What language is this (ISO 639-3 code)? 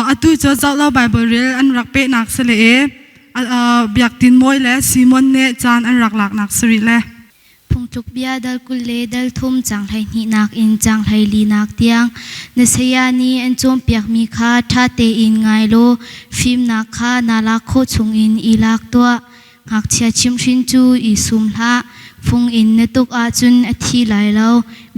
cnh